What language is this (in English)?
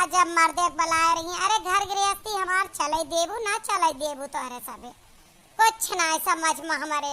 Awadhi